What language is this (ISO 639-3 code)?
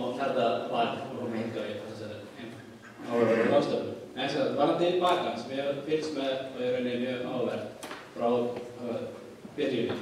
isl